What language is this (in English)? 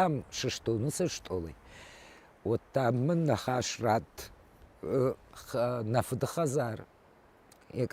Ossetic